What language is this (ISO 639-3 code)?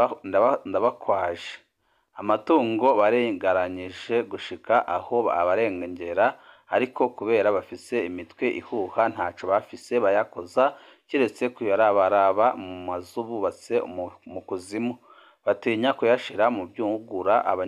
run